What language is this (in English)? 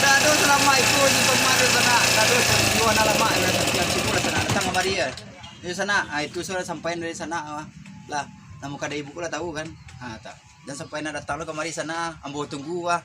Minangkabau